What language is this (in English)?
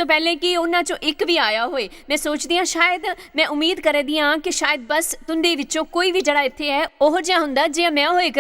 Dogri